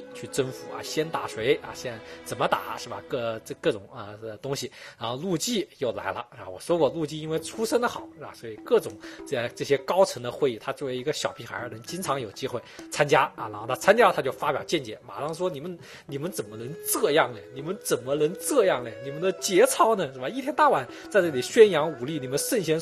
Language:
Chinese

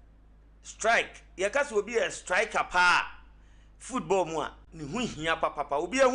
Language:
Akan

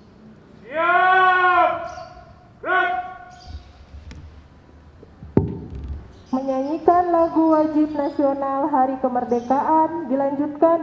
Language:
Indonesian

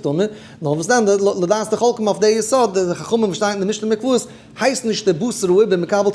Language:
Yiddish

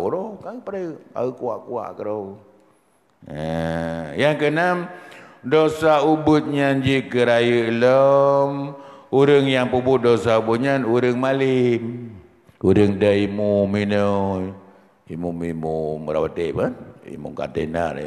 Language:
Achinese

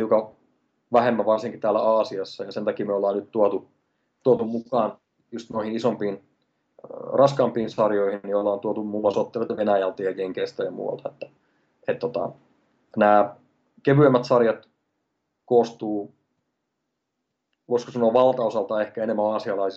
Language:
Finnish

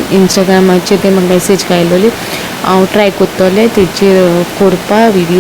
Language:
Konkani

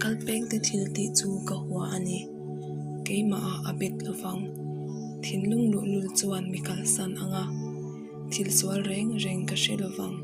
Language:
Mizo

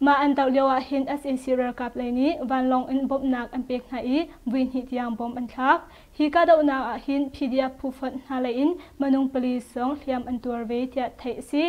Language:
Hakha Chin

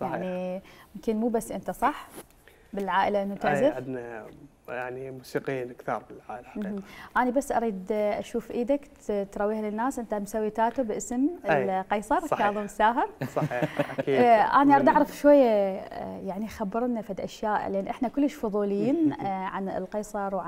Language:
Mesopotamian Arabic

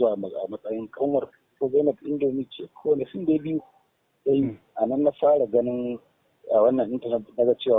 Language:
Hausa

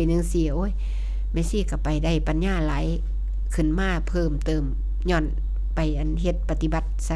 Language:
Northeastern Thai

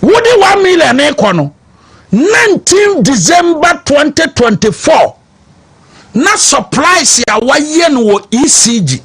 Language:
Akan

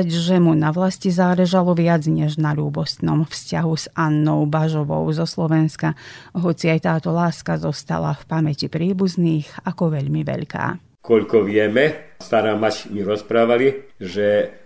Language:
Slovak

